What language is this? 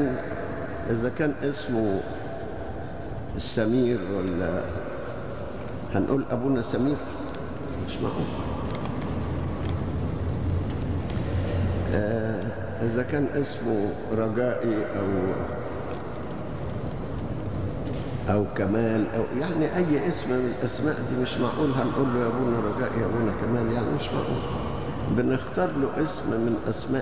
Egyptian Arabic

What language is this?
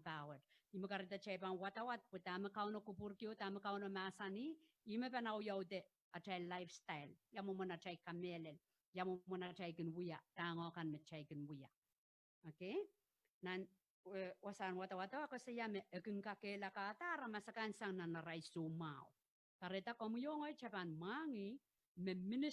Pohnpeian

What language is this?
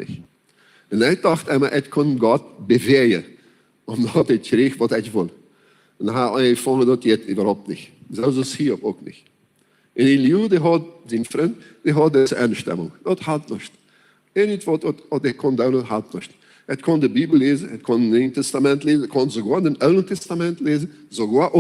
Plautdietsch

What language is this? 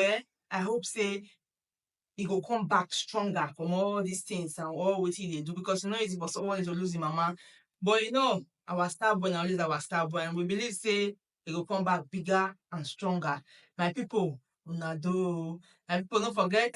Nigerian Pidgin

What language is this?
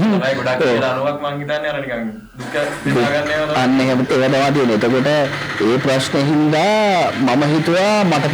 Sinhala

